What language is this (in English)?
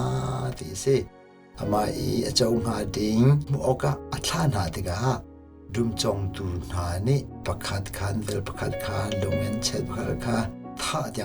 Hakha Chin